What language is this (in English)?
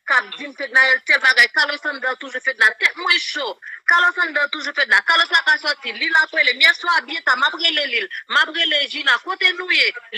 Haitian Creole